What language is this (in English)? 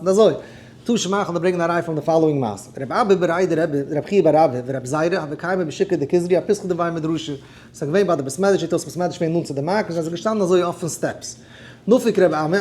Yiddish